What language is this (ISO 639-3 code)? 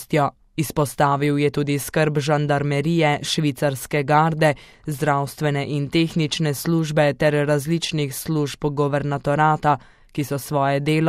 slv